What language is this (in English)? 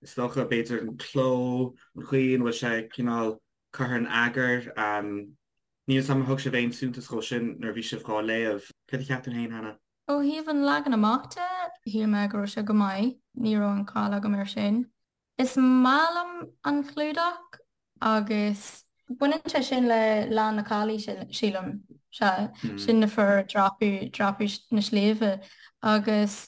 Irish